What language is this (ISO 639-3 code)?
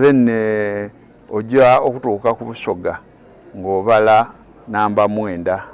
xog